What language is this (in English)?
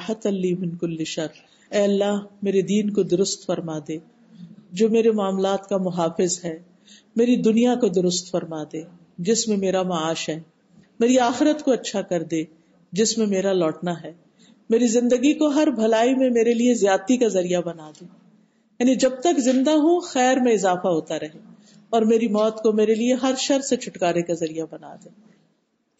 Urdu